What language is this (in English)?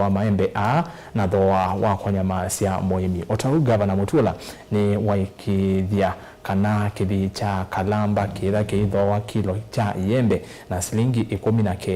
Kamba